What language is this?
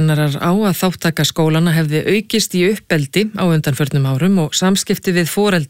Icelandic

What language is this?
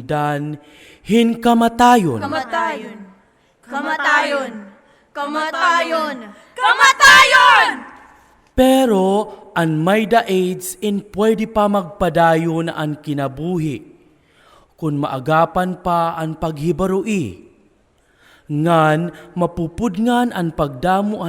Waray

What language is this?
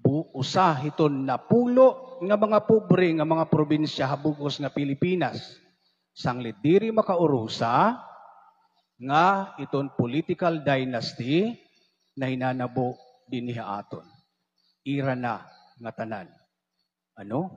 Waray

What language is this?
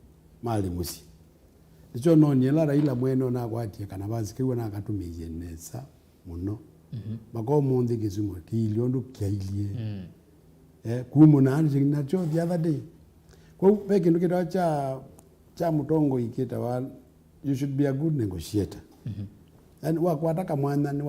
Kamba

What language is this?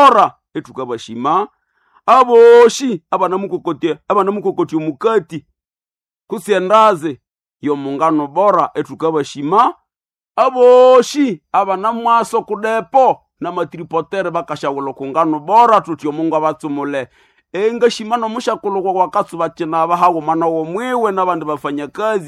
Nande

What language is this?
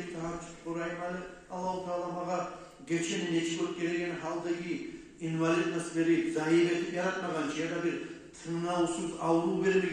Kumyk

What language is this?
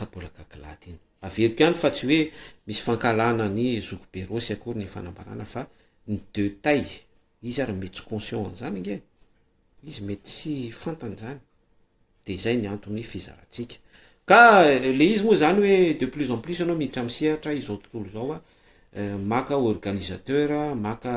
Malagasy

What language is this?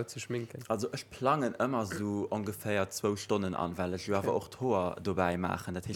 Luxembourgish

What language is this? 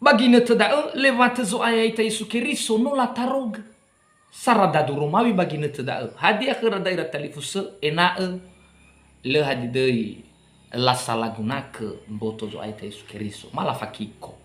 Nias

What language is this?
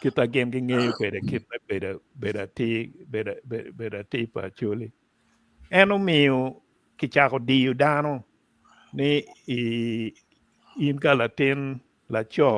Acoli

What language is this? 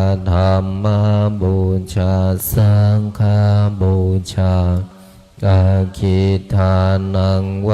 Pali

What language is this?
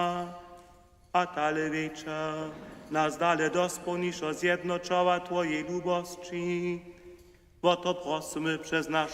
Upper Sorbian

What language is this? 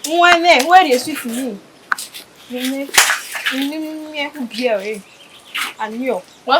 Bini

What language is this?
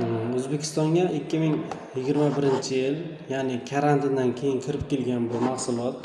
Uzbek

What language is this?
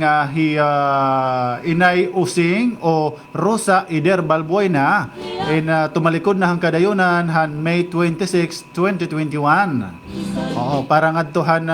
Waray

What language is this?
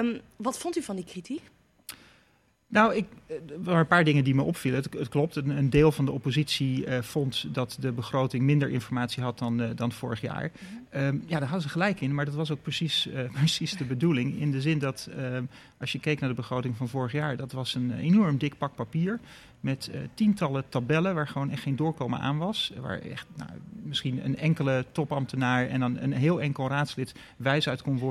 Dutch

